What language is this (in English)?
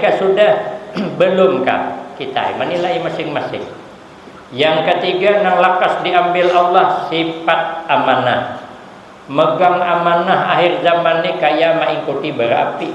Banjar